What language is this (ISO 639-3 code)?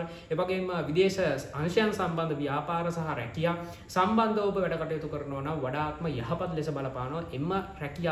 sin